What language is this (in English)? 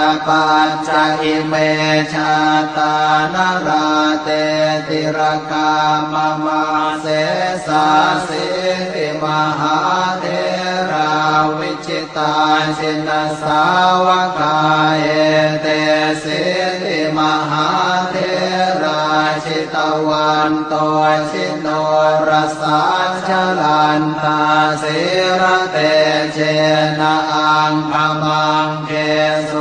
Pali